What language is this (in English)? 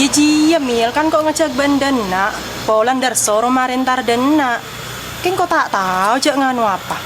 Madurese